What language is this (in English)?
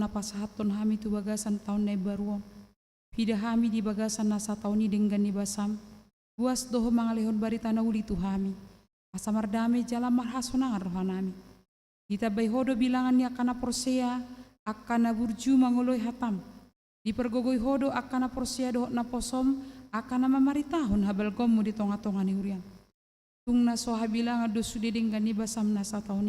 Batak Toba